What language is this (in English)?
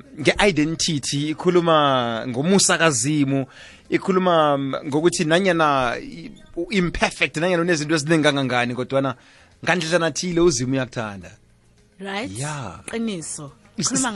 South Ndebele